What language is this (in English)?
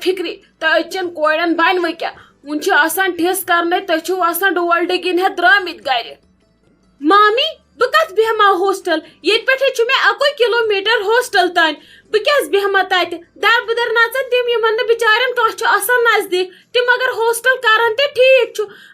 Kashmiri